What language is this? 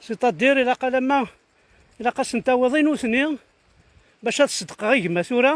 Kabyle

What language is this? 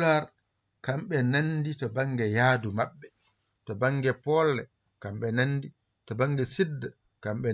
Fula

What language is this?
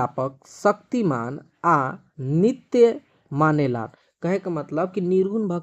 Bhojpuri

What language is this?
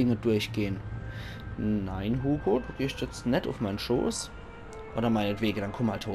Palatine German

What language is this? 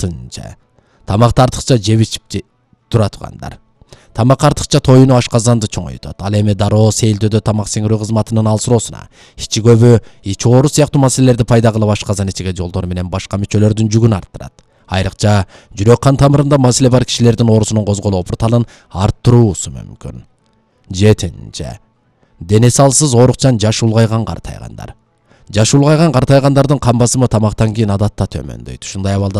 Kyrgyz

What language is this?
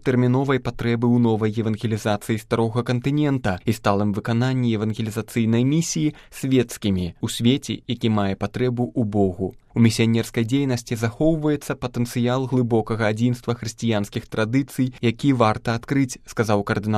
Belarusian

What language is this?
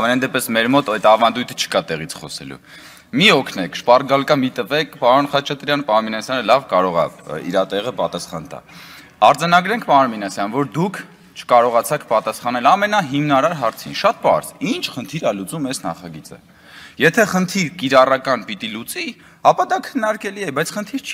Armenian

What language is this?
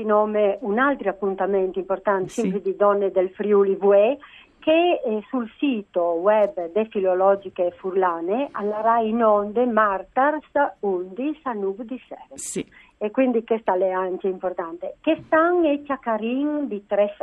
Friulian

